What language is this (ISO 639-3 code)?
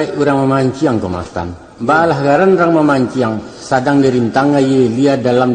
min